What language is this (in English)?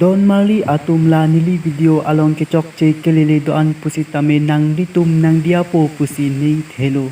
Karbi